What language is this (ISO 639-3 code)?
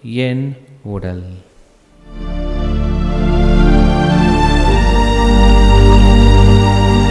tam